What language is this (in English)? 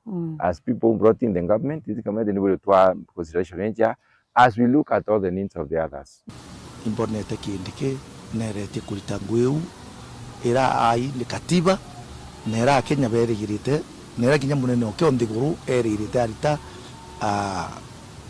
Meru